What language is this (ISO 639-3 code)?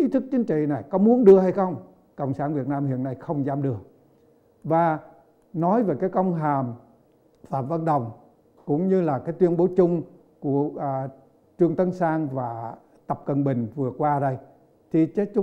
vie